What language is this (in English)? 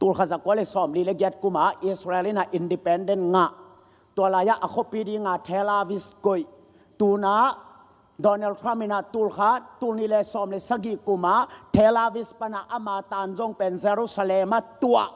Tedim Chin